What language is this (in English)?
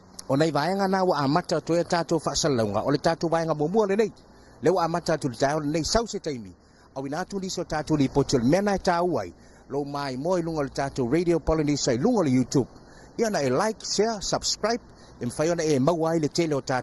Samoan